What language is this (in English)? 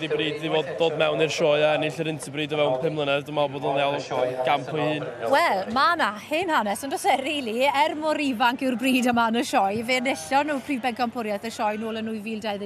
Welsh